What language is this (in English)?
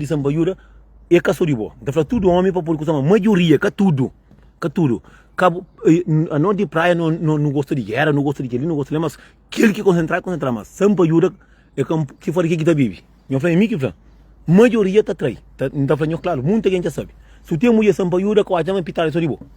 Kabuverdianu